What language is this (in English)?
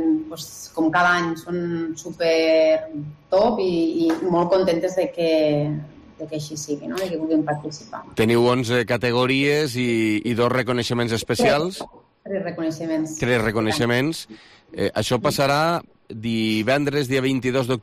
Catalan